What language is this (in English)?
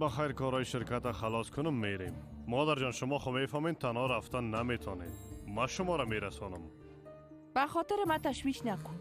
Persian